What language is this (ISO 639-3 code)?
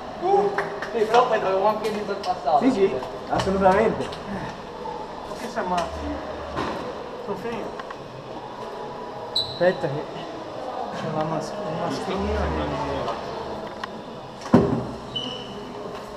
ita